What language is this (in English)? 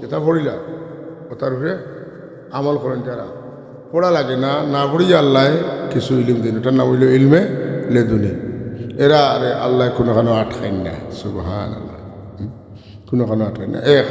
Sylheti